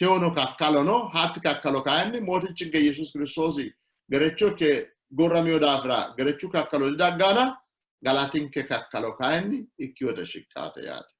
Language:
Sidamo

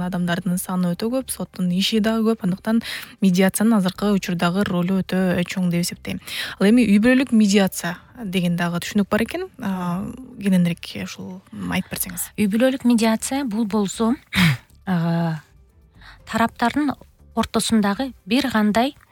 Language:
Kyrgyz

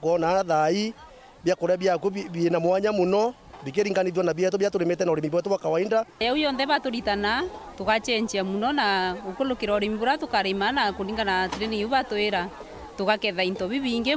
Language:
Meru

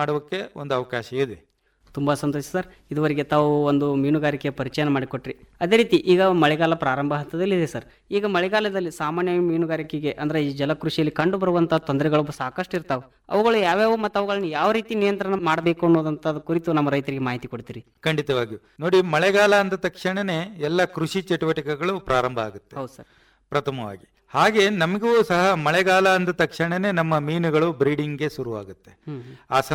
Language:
Kannada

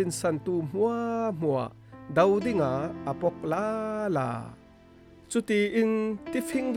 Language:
Falam Chin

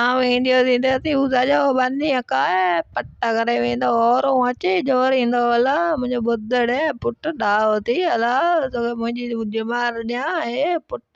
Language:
Sindhi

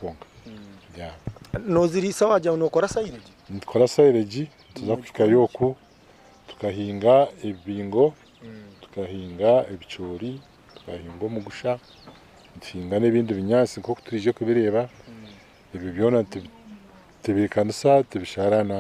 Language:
Nyankole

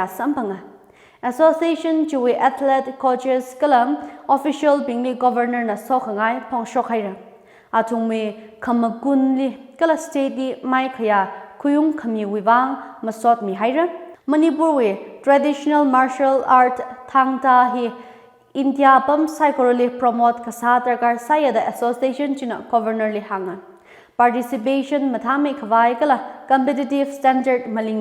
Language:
Tangkhul Naga (India)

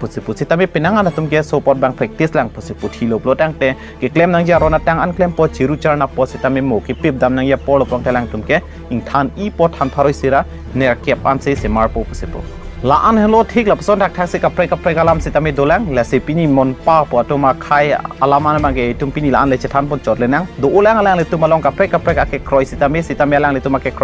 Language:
Karbi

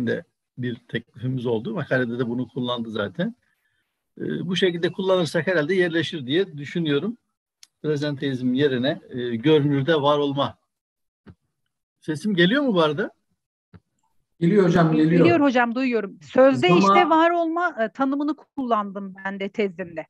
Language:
Turkish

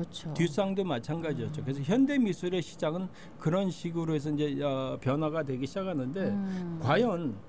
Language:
Korean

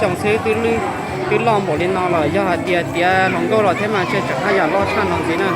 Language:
Hmong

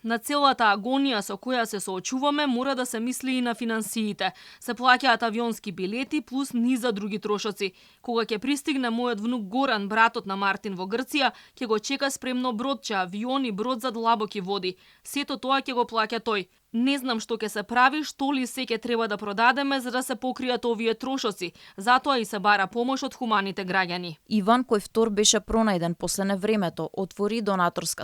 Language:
Macedonian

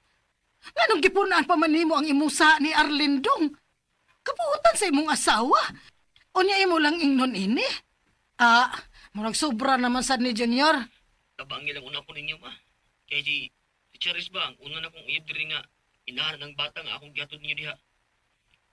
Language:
Cebuano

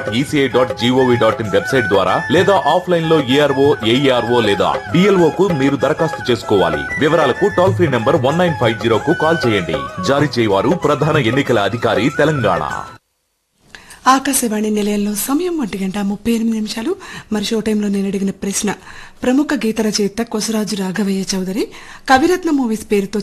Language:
Telugu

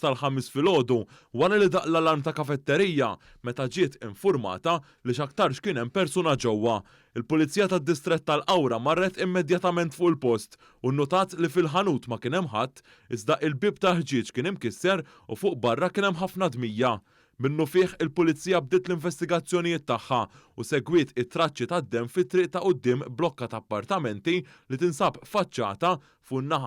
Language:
Maltese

